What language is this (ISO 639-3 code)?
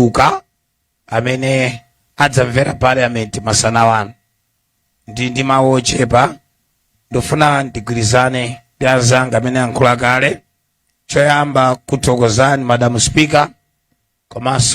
nya